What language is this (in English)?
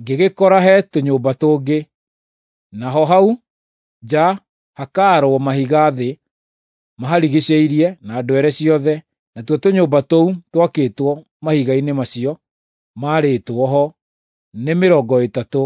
Kikuyu